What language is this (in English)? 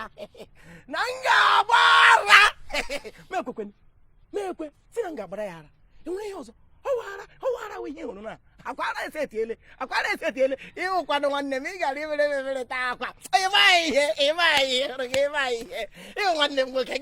Igbo